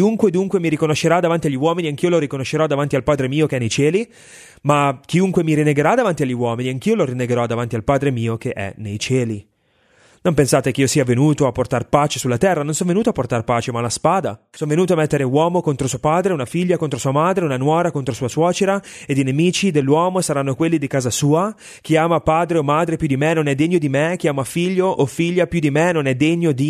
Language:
Italian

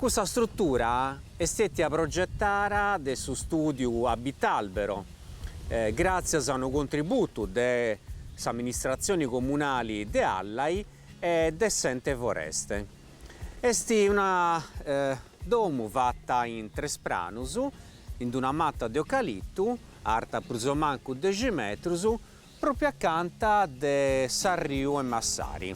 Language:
Sardinian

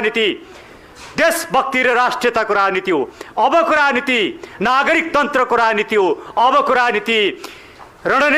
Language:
Nepali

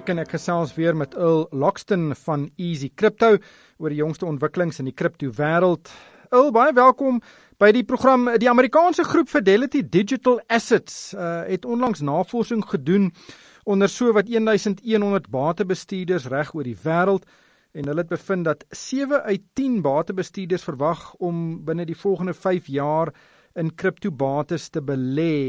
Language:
Afrikaans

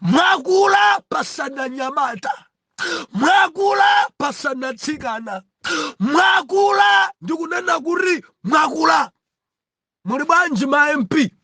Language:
Nyanja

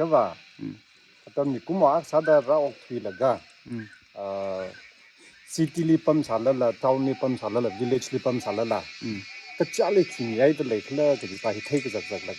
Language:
Tangkhul Naga (India)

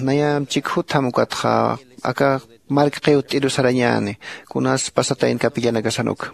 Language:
Aymara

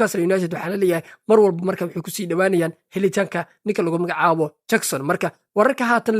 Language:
Somali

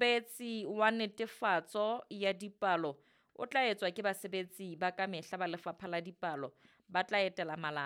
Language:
Southern Sotho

